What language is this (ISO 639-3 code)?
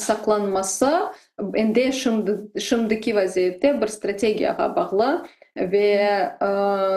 crh